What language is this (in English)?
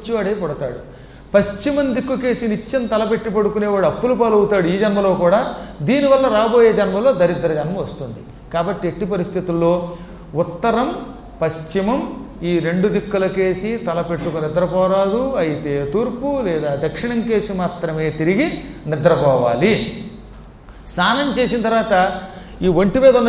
Telugu